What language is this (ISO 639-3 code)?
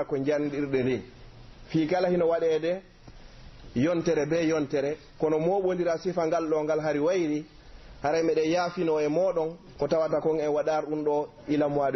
fuf